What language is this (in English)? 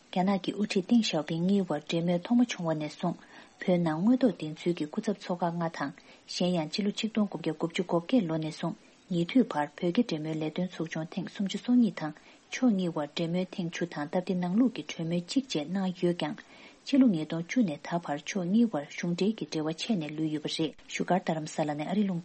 Tibetan